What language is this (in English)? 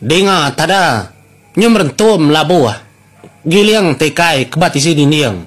Iban